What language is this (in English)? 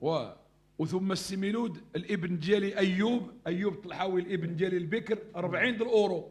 Moroccan Arabic